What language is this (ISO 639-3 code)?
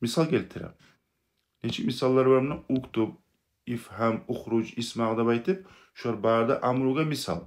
kum